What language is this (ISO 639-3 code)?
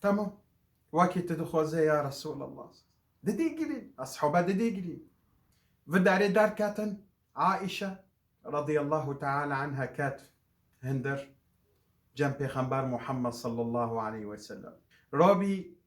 kur